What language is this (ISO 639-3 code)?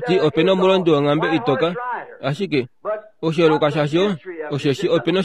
kua